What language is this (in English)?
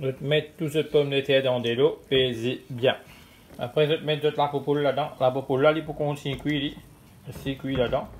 Morisyen